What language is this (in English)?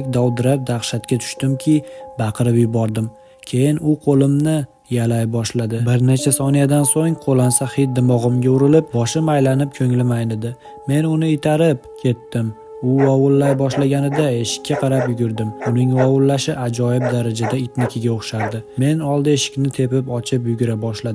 Uzbek